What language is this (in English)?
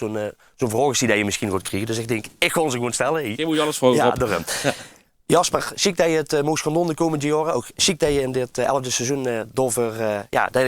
Limburgish